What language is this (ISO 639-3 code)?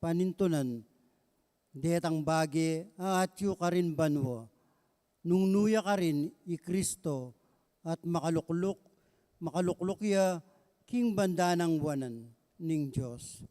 pam